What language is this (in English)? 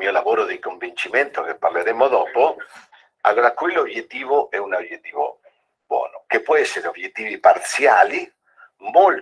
Italian